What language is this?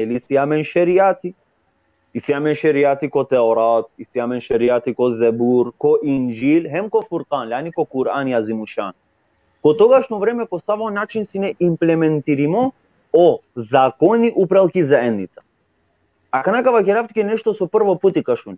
Balkan Romani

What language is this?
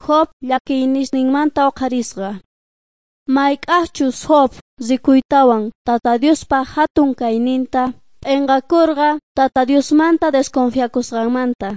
South Bolivian Quechua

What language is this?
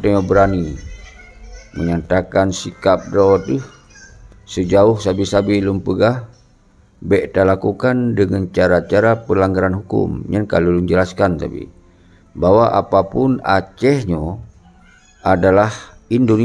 Achinese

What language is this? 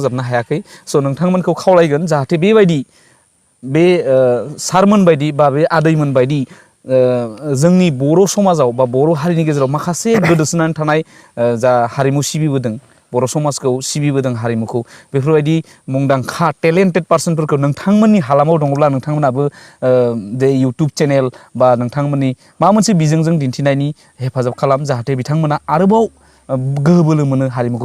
Bodo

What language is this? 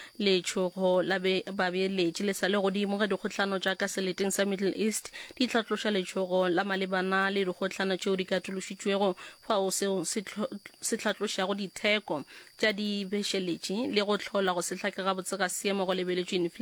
Northern Sotho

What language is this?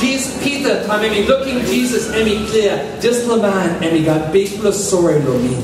Tok Pisin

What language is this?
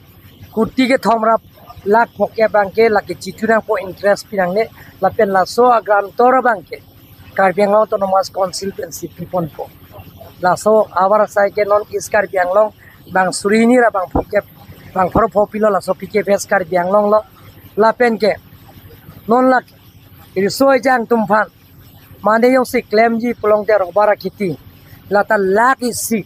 Karbi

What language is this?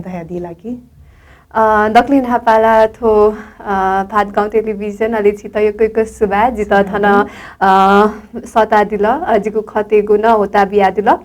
Newari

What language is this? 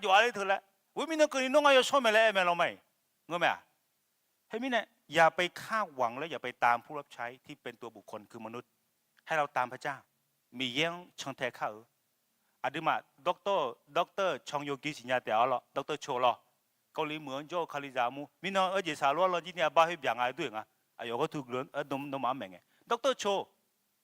Akha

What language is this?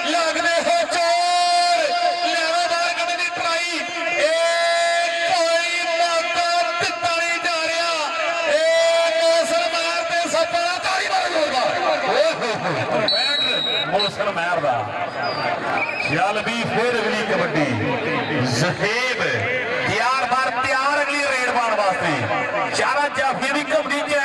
Punjabi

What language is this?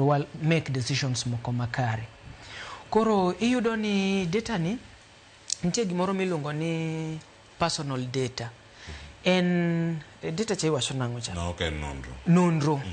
Luo (Kenya and Tanzania)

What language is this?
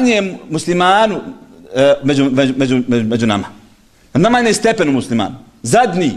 Bosnian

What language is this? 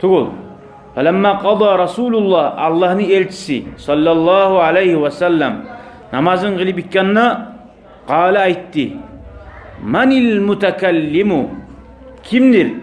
Kumyk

